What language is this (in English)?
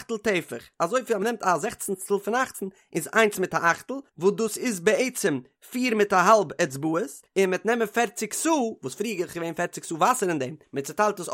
Yiddish